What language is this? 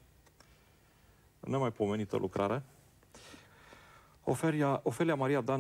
Romanian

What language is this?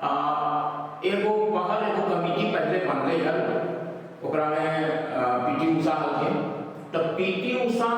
Magahi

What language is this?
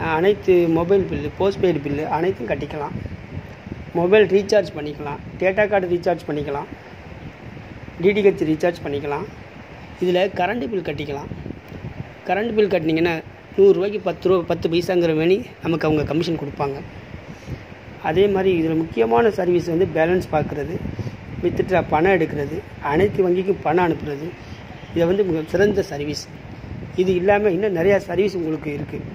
Tamil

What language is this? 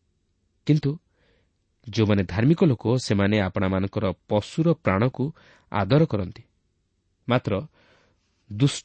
Odia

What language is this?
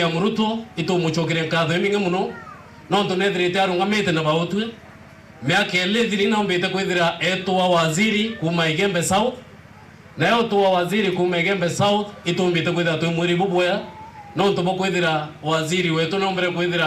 Meru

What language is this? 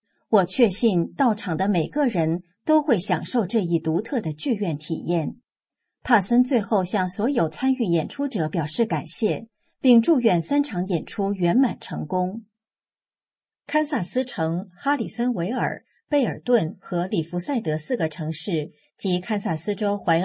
Chinese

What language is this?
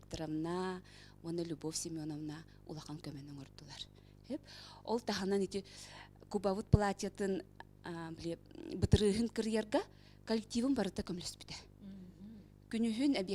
Yakut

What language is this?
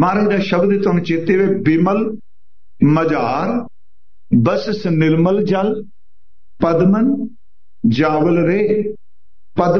Punjabi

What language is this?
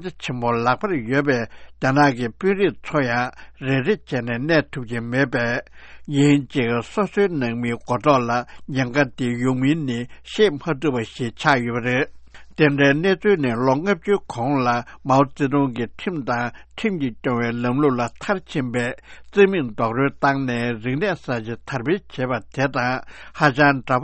Tibetan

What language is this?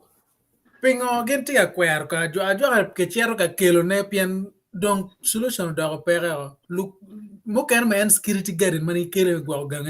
Acoli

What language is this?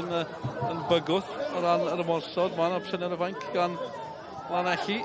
Welsh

